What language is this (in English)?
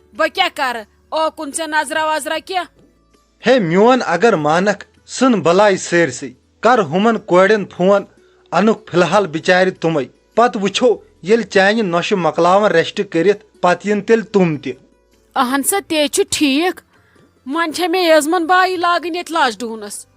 Kashmiri